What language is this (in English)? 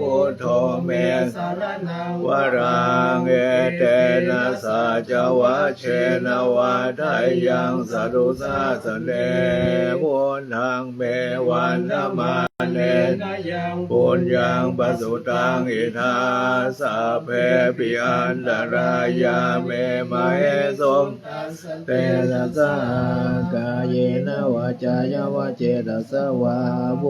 Pali